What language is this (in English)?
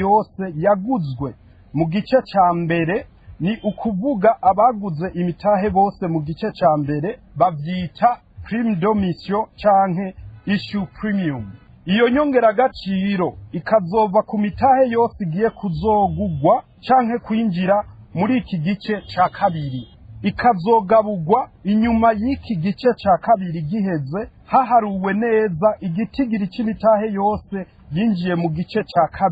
Rundi